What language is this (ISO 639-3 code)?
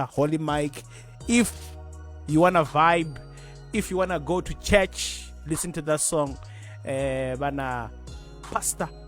ven